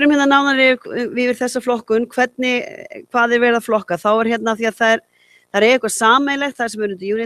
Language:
Icelandic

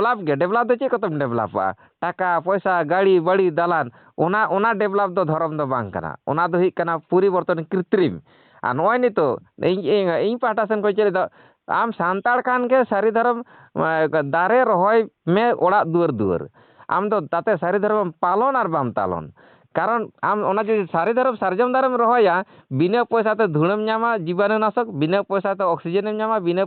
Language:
Santali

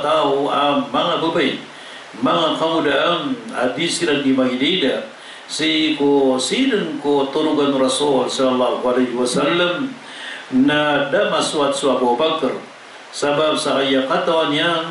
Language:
Maranao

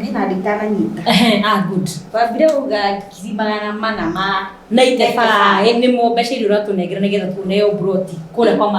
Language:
Kikuyu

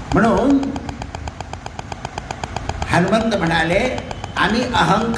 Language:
Marathi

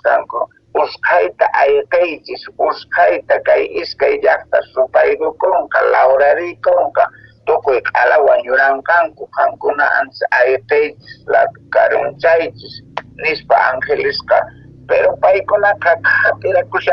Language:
Quechua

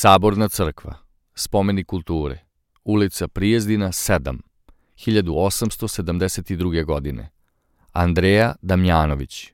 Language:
Serbian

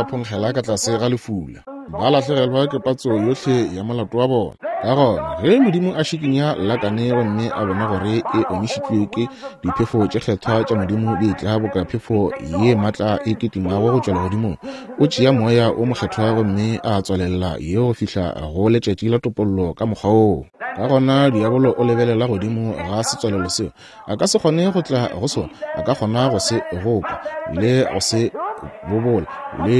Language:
Northern Sotho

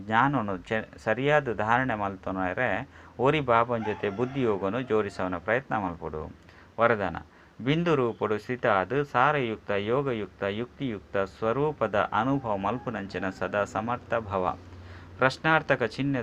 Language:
Tulu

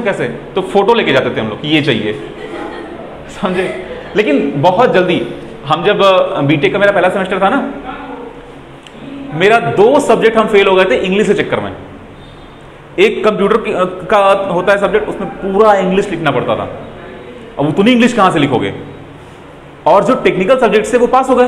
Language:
Hindi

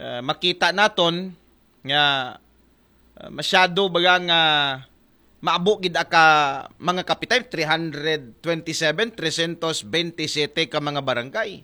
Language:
Aklanon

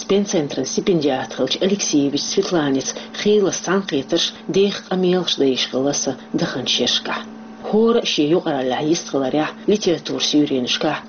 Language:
Chechen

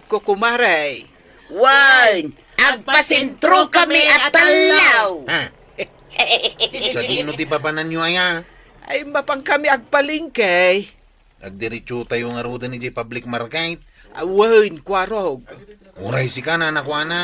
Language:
Iloko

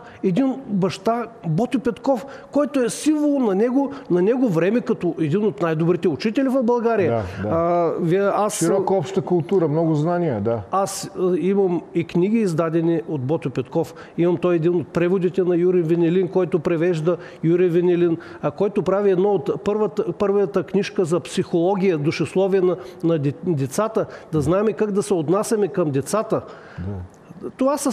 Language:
Bulgarian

